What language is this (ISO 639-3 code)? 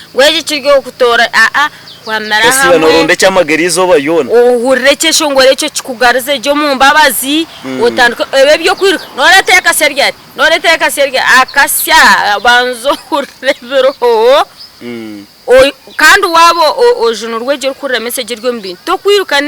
nyn